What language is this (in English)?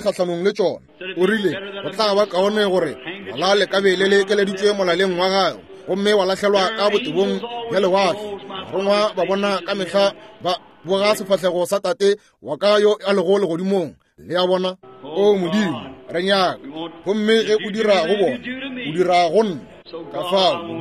Northern Sotho